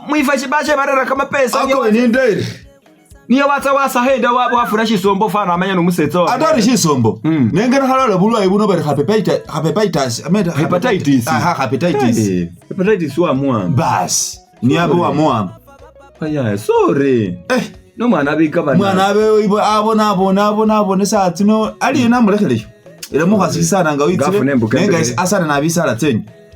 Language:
Masaaba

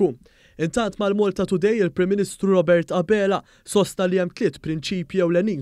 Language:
Maltese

